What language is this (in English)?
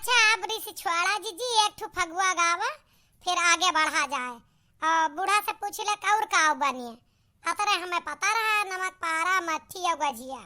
Awadhi